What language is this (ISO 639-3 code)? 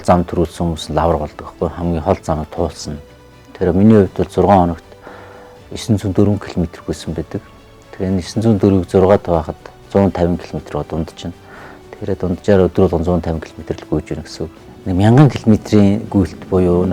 mon